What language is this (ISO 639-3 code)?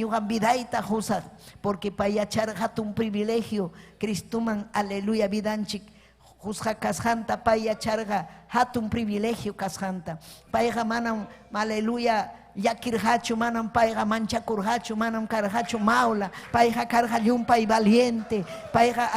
quy